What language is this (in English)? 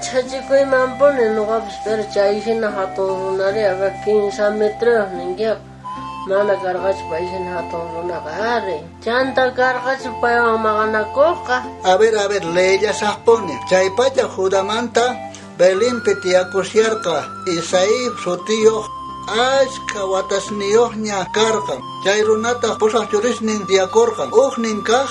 South Bolivian Quechua